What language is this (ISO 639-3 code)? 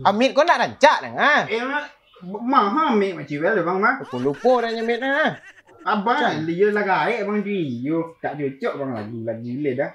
min